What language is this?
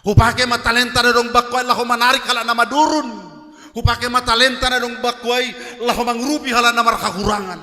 Batak Simalungun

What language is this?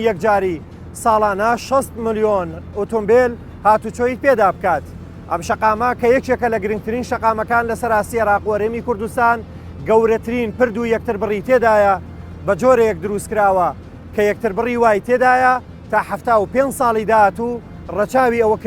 Central Kurdish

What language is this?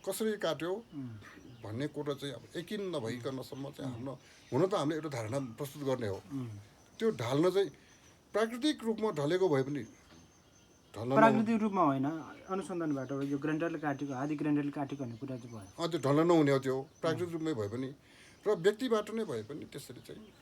Nepali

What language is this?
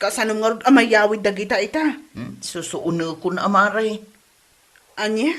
Iloko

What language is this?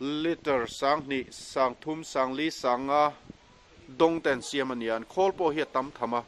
Mizo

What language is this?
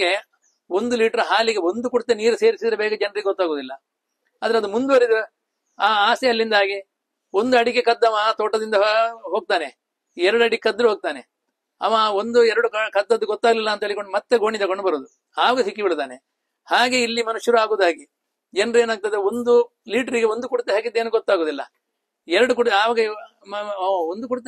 Kannada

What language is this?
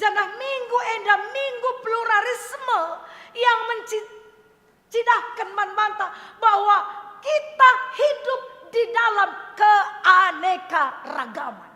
Batak Karo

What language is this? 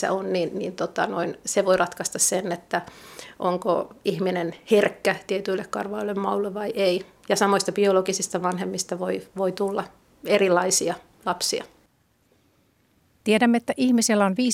Finnish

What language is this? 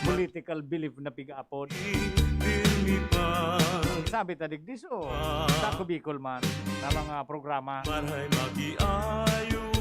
Bikol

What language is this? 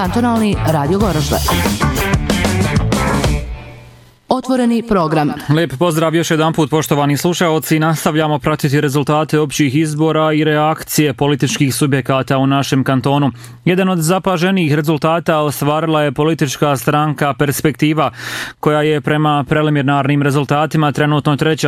Bosnian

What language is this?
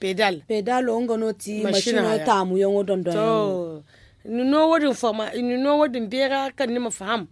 Zarma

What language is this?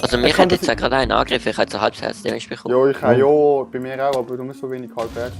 Swiss German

